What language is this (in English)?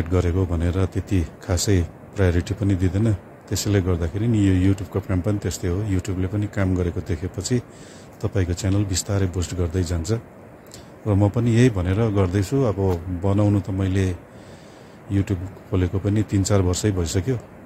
Nepali